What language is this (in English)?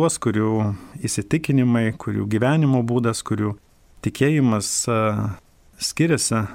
Lithuanian